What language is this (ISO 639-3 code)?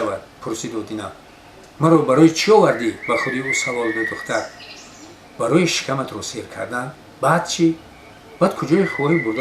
tgk